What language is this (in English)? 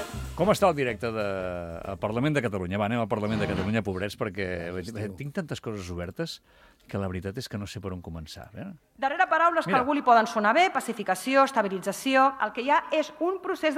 Catalan